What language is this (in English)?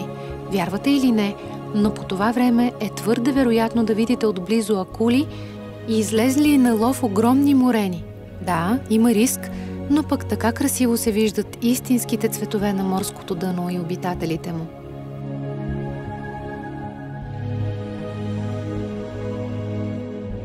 Bulgarian